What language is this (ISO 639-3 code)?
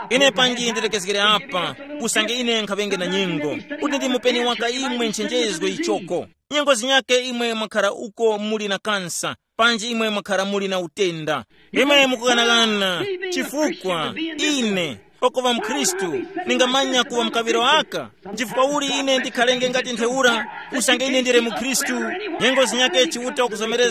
tum